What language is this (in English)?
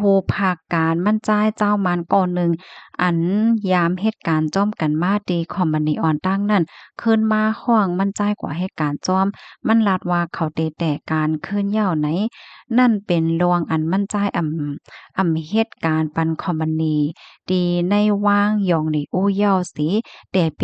Shan